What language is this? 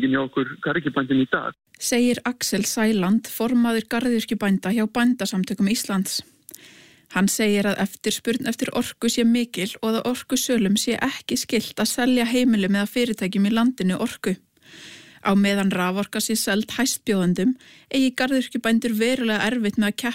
Icelandic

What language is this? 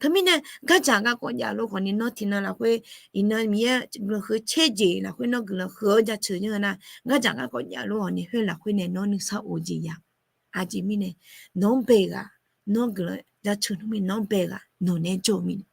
Akha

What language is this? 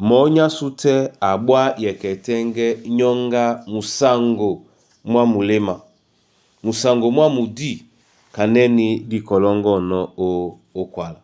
Duala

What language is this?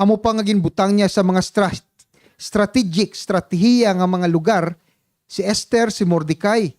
Hiligaynon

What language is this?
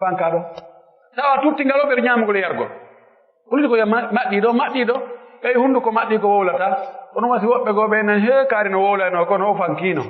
Pular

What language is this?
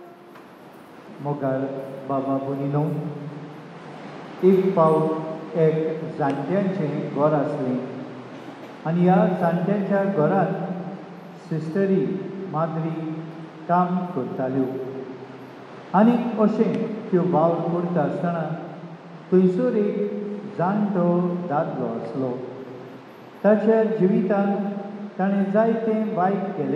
Konkani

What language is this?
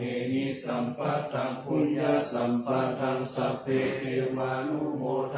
Pali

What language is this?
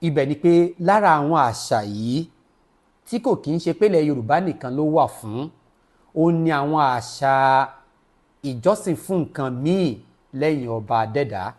Yoruba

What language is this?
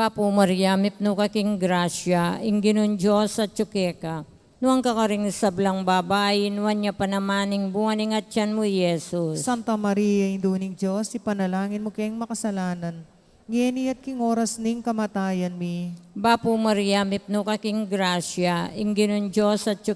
Pampanga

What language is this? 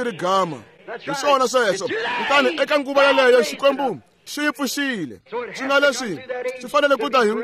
Tsonga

